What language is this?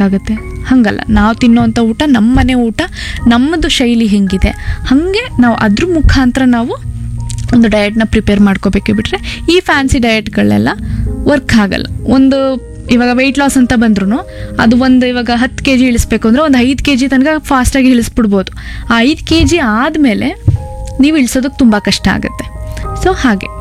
Kannada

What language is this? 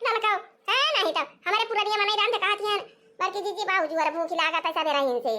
Awadhi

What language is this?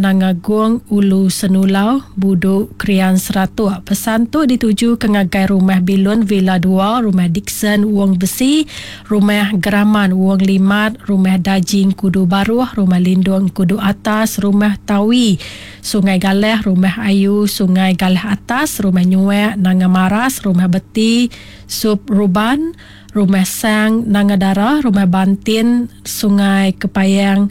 Iban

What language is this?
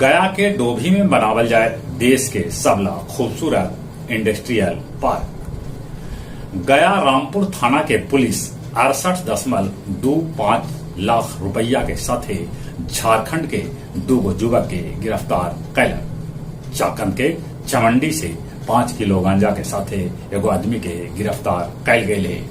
Magahi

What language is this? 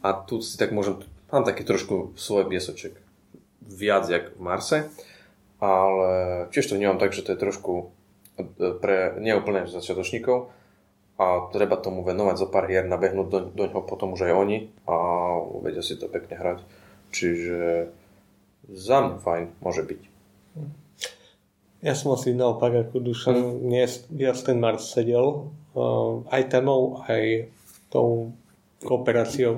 Slovak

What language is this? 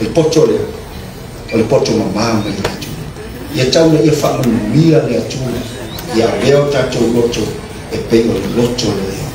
Samoan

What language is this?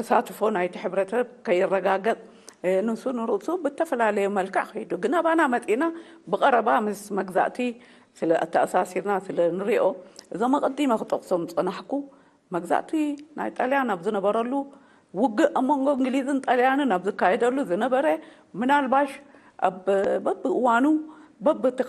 Tigrinya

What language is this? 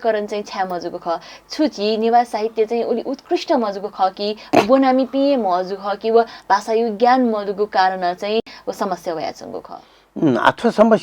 Newari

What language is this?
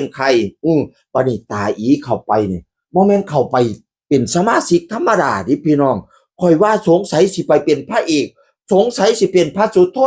Northeastern Thai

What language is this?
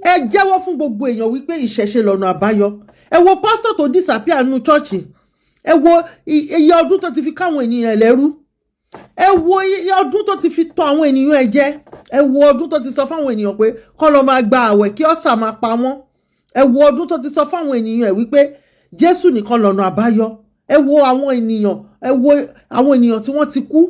Yoruba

